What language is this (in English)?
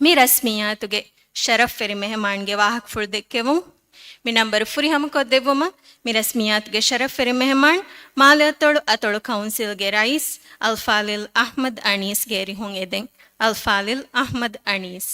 Divehi